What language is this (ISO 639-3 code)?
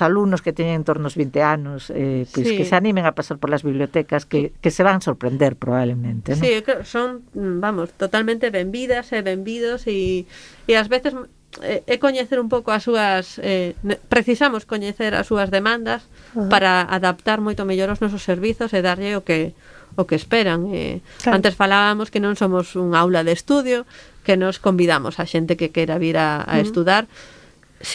glg